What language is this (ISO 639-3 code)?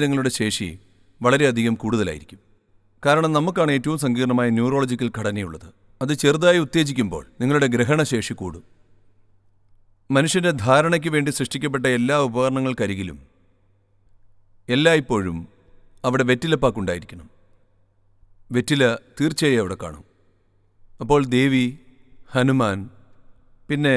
mal